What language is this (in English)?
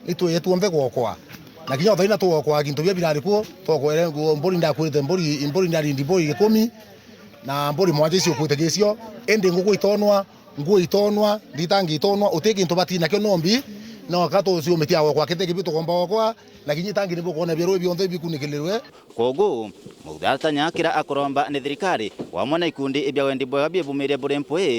Meru